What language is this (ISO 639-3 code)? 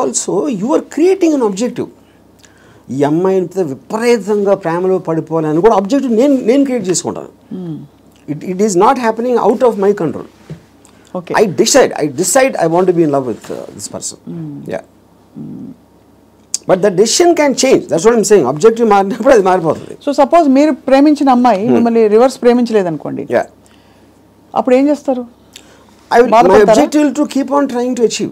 tel